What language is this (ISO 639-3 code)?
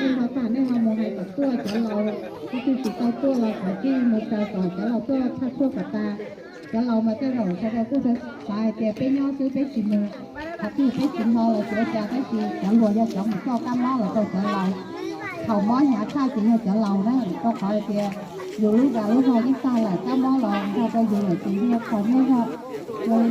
hmn